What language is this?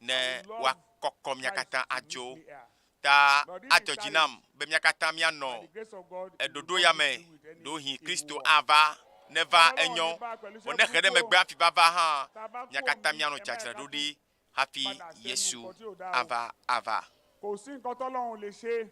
Ewe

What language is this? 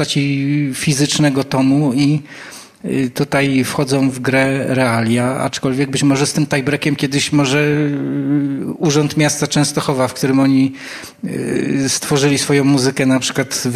Polish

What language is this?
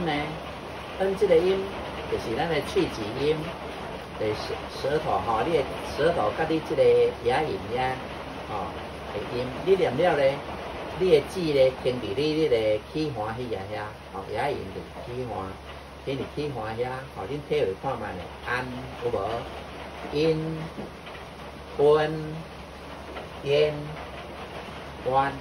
Min Nan Chinese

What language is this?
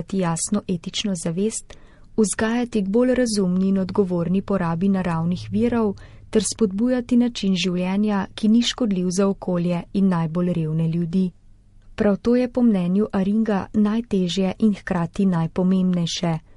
Slovenian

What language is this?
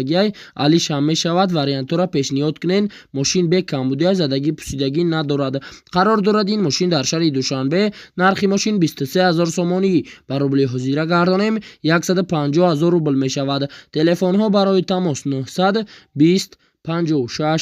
Tajik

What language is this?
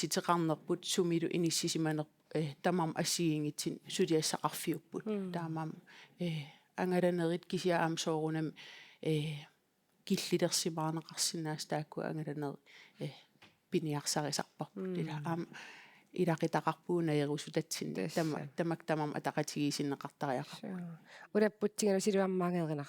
Kalaallisut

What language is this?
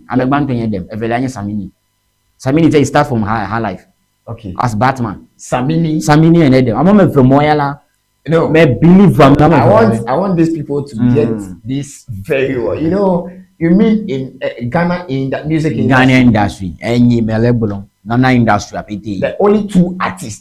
Ewe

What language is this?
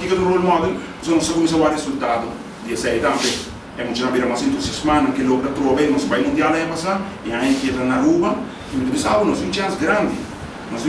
Papiamento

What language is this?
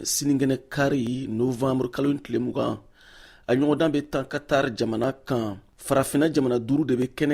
Bambara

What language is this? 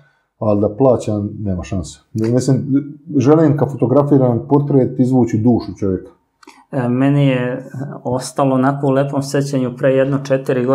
Croatian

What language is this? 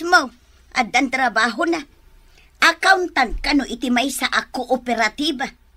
Iloko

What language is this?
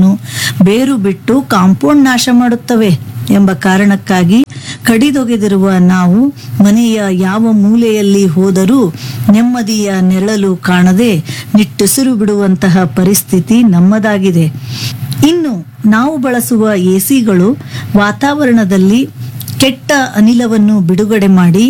Kannada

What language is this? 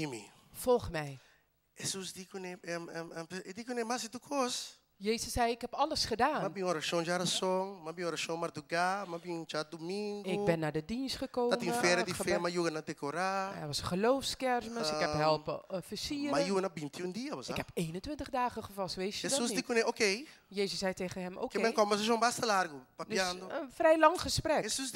Papiamento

